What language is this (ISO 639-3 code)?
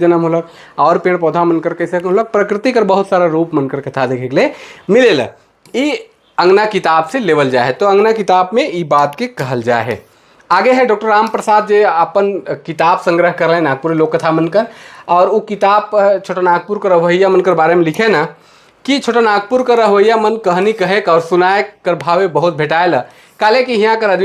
sck